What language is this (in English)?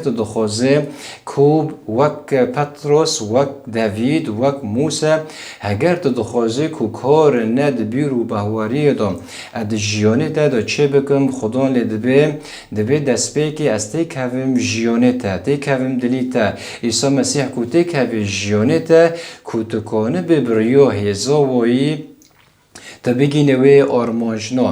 Kurdish